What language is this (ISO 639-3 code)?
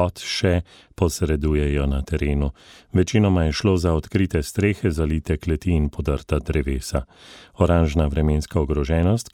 slv